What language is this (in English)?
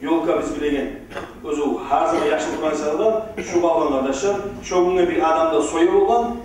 Kumyk